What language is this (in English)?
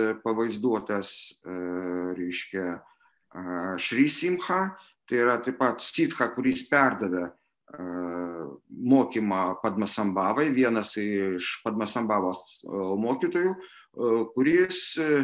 Lithuanian